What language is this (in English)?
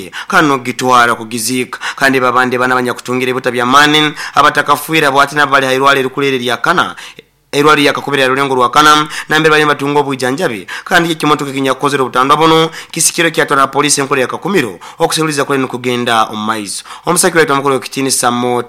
Nyoro